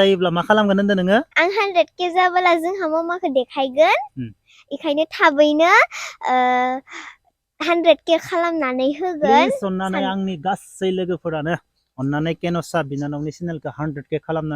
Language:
Bodo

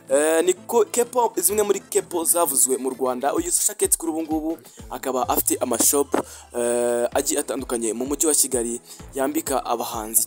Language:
Kinyarwanda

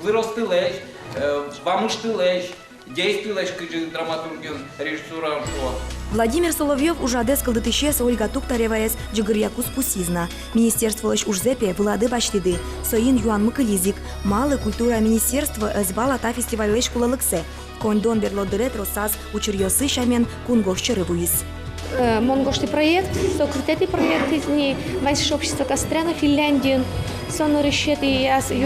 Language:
Udmurt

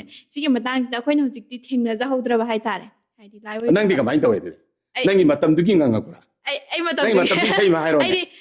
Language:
Manipuri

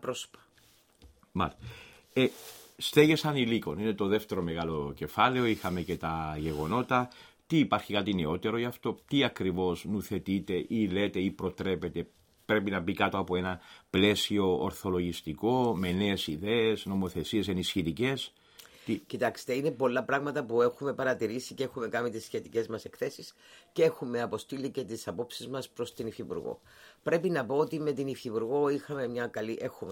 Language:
Greek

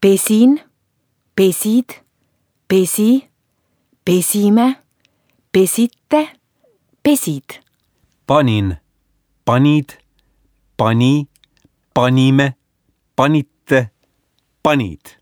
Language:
Estonian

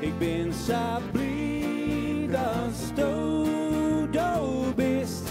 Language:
Western Frisian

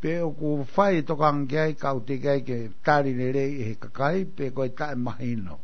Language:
Tongan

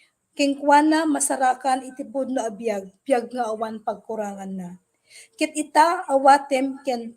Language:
Iloko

